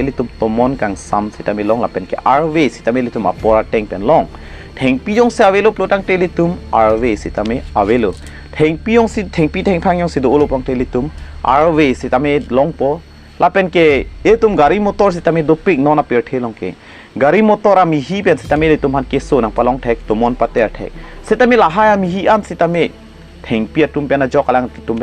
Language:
Karbi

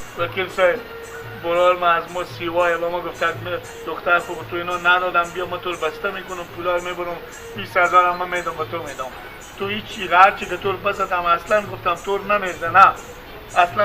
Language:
Persian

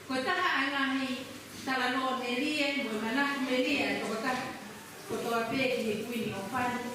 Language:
Tongan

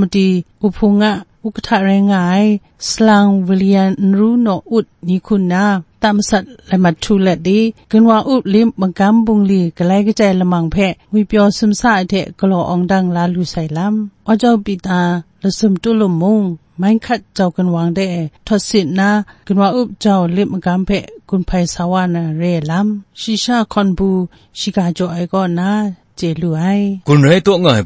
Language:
Kachin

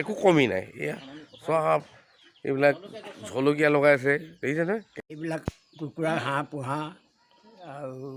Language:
Assamese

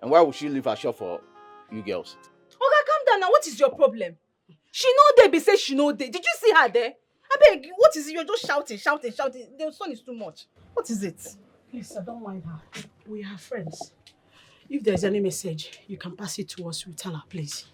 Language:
Nigerian Pidgin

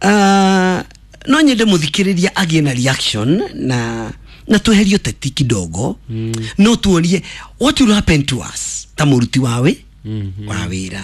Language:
Kikuyu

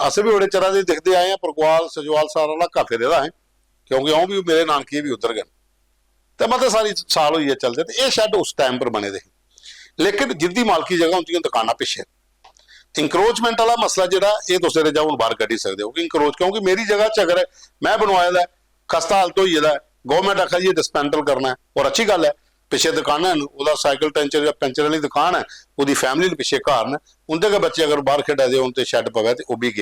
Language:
Dogri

